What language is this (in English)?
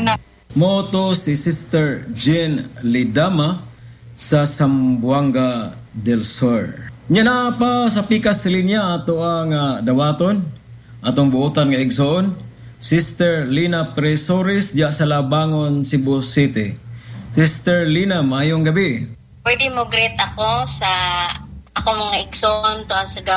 Cebuano